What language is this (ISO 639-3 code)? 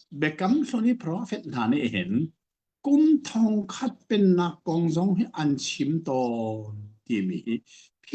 cnh